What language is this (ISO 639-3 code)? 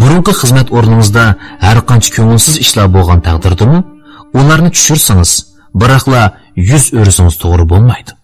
uig